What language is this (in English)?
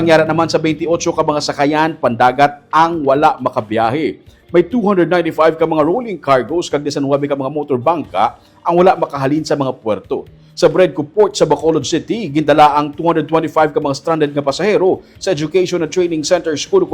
Hiligaynon